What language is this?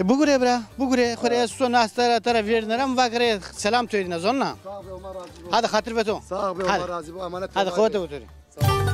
Zaza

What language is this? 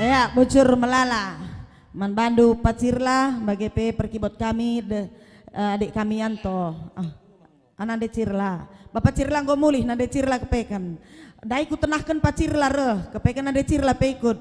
Batak Karo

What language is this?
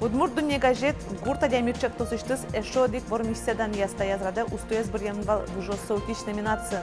Udmurt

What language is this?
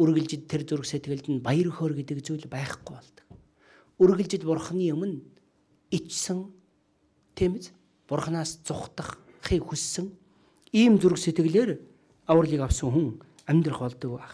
Mongolian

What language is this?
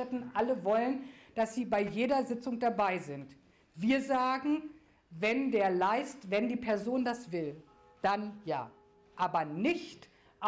German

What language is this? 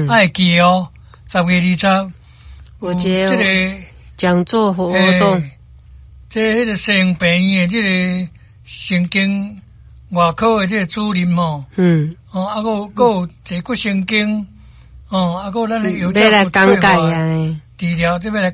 Min Nan Chinese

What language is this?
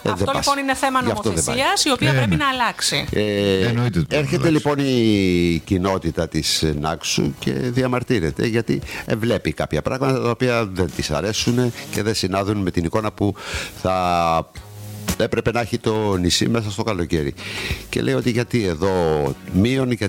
Greek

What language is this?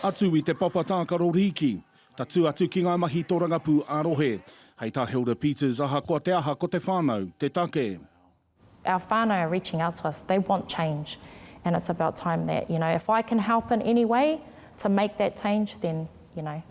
Māori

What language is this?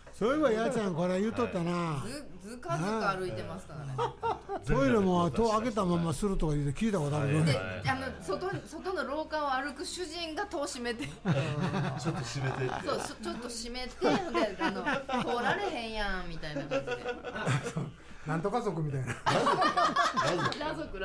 Japanese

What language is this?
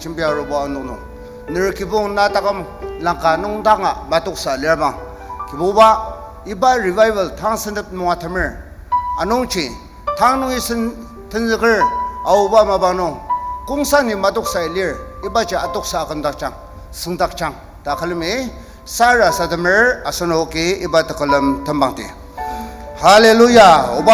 Ao Naga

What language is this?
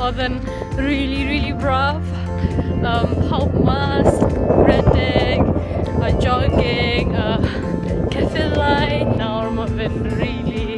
Welsh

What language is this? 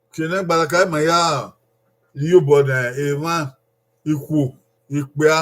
Bini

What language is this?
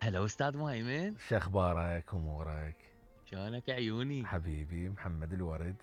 Mesopotamian Arabic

